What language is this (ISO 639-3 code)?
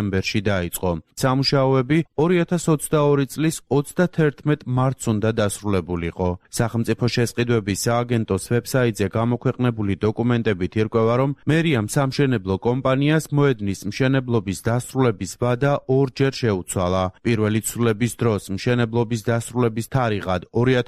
kat